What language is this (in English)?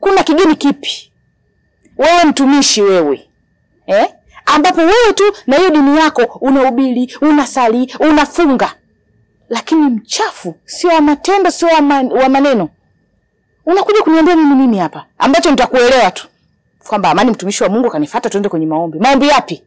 Swahili